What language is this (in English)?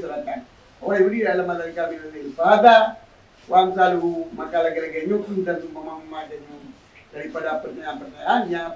Achinese